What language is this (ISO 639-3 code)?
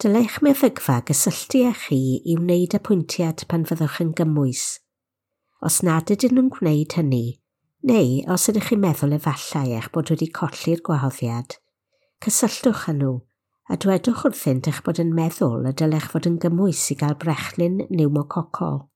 cym